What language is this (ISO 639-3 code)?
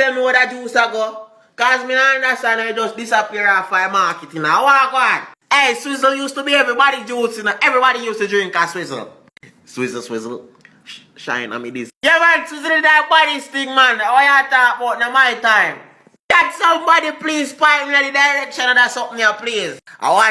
jam